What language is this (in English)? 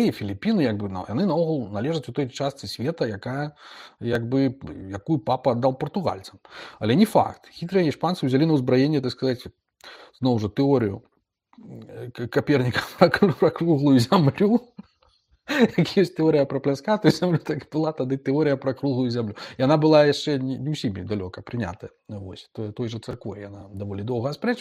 Belarusian